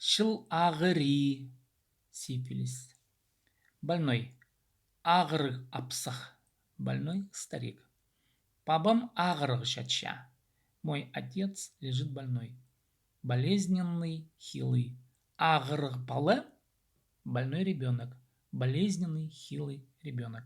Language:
Khakas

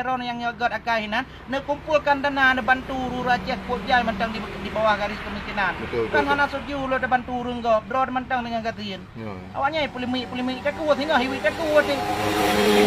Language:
Achinese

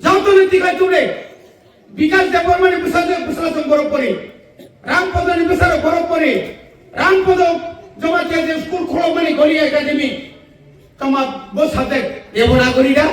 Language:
Kok Borok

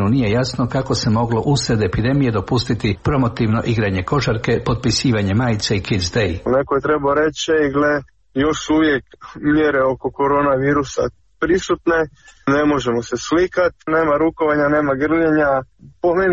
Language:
Serbian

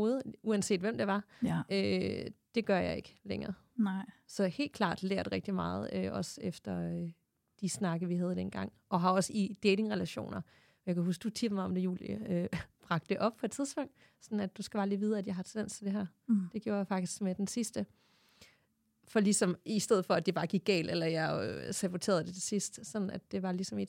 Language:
Danish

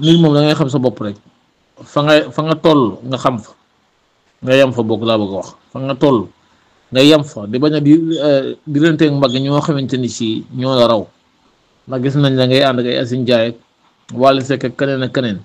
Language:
Wolof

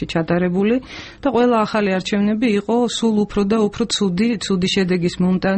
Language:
Georgian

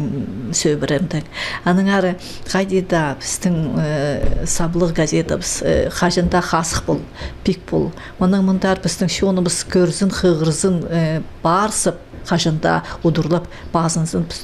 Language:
Khakas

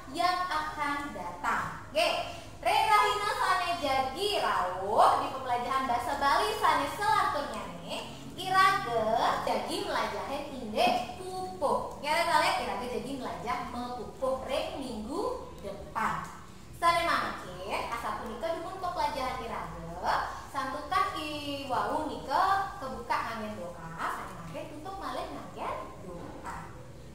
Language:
Balinese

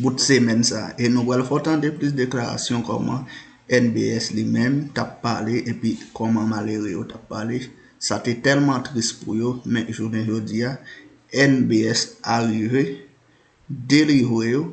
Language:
Haitian Creole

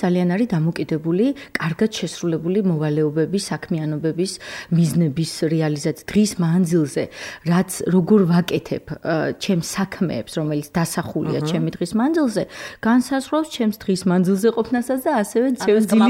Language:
Georgian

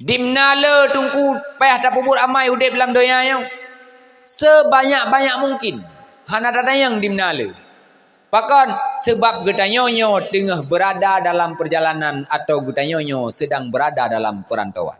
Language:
Achinese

